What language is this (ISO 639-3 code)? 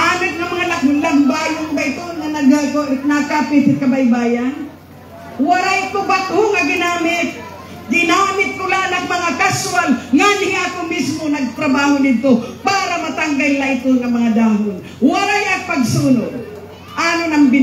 war